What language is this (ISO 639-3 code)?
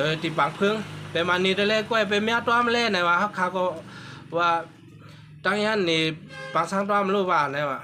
shn